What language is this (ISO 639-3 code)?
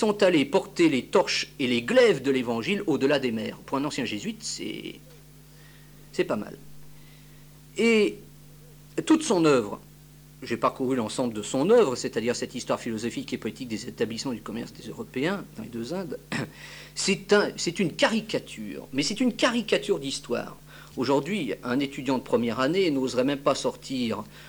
fra